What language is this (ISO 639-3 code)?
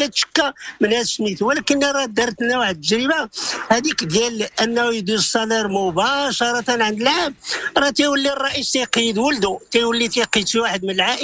ary